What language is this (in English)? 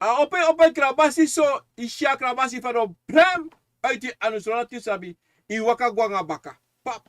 Sranan Tongo